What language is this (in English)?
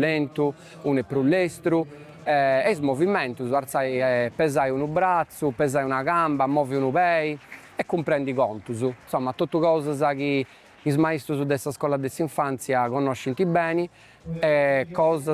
Sardinian